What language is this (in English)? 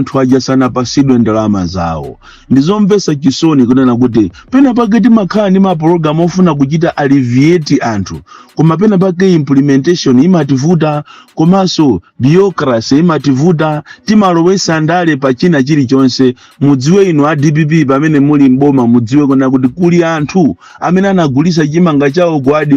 Nyanja